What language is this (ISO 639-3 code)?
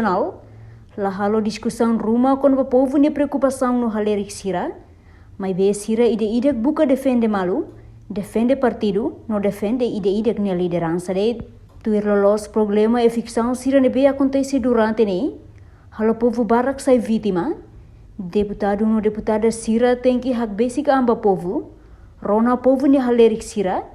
tet